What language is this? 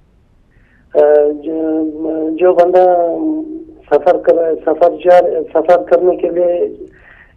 Urdu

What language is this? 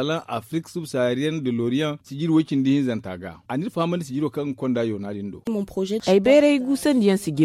Zarma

